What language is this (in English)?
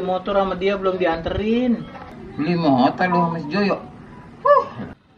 Betawi